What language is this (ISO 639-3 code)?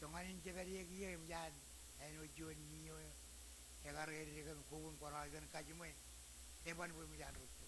mah